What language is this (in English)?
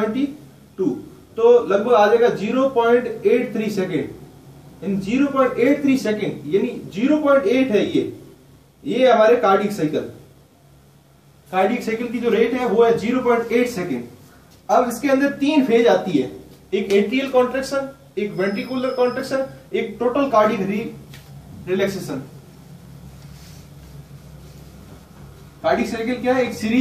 Hindi